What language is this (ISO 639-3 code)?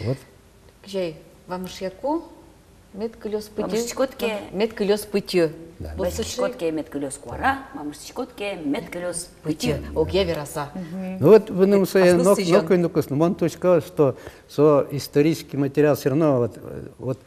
udm